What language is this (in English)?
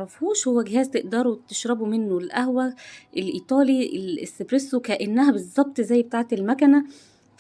Egyptian Arabic